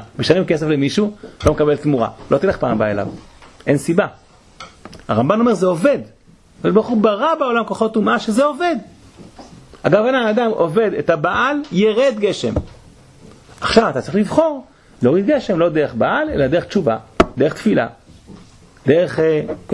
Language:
Hebrew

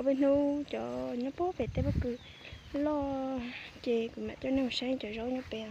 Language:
Hmong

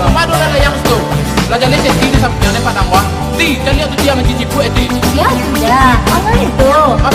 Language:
Minangkabau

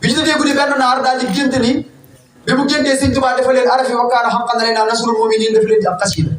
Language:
Wolof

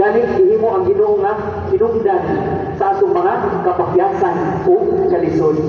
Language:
Cebuano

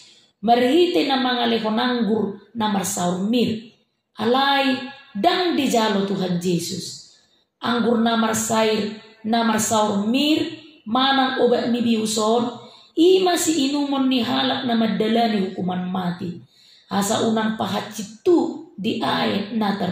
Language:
Batak Toba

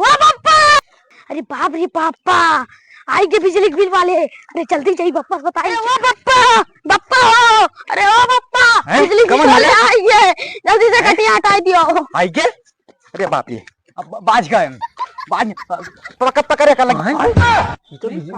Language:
Awadhi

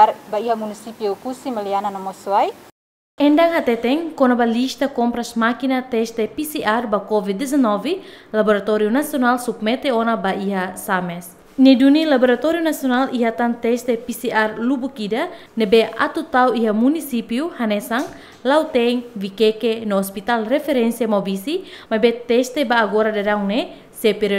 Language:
Tetum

